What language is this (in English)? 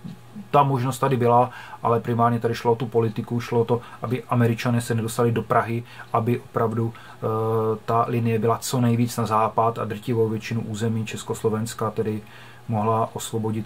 Czech